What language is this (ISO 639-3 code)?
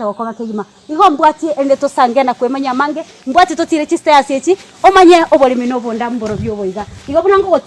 guz